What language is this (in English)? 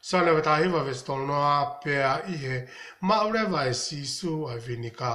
Tongan